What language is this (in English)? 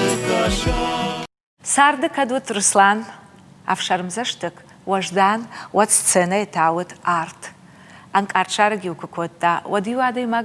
Ossetic